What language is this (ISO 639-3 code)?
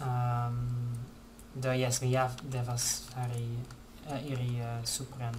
epo